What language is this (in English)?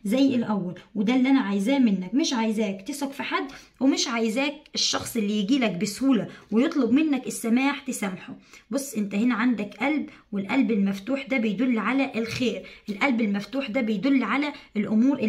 Egyptian Arabic